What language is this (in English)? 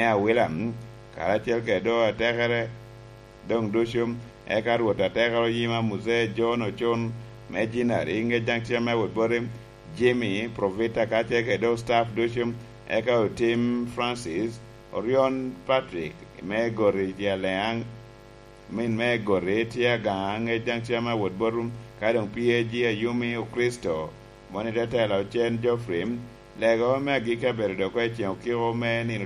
Lango (Uganda)